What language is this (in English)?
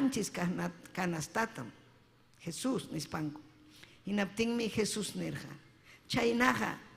Ayacucho Quechua